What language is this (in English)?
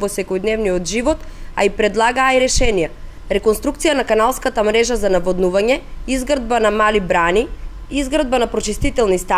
Macedonian